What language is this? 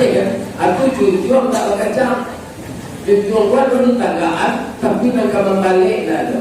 Minangkabau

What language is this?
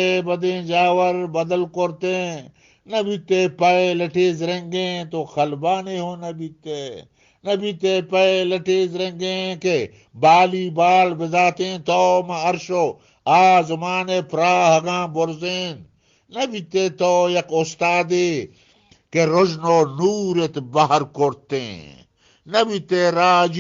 Eastern Balochi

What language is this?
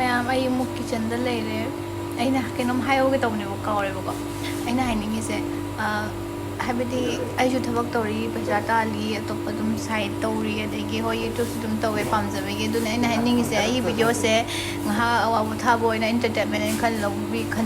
Manipuri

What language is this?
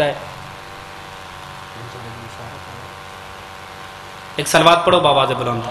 Urdu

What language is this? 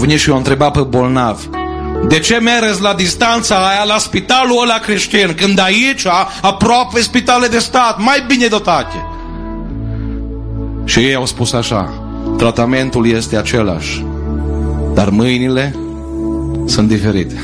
Romanian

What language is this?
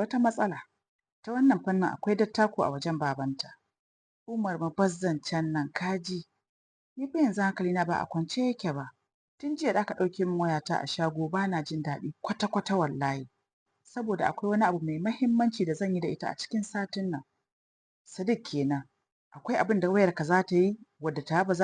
Hausa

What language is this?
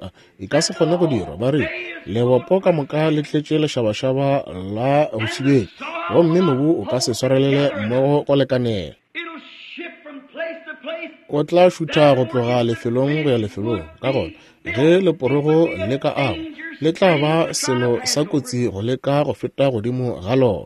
Northern Sotho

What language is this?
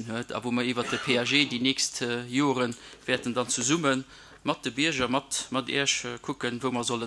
Luxembourgish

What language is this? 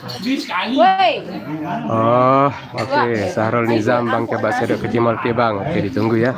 Sasak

